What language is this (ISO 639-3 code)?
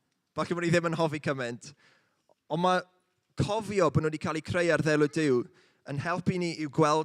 cym